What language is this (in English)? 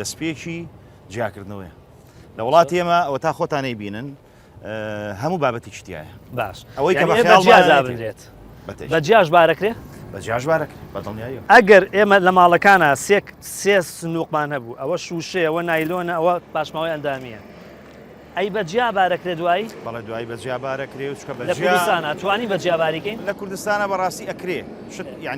Central Kurdish